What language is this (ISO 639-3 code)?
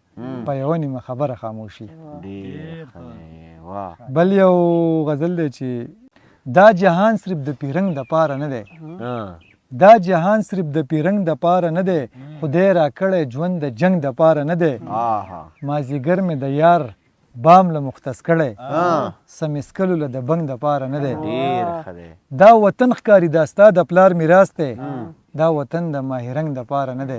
pus